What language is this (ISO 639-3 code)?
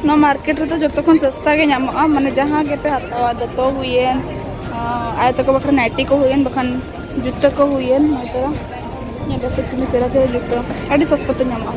sat